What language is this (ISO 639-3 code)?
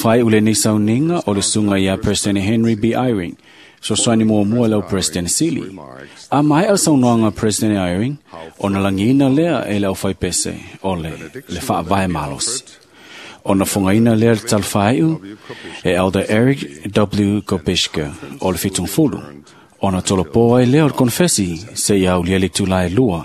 smo